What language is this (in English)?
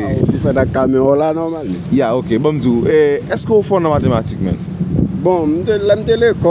Haitian Creole